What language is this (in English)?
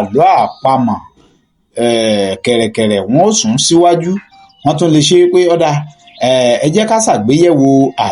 Yoruba